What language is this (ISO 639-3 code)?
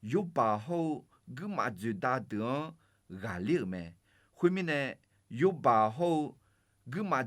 ahk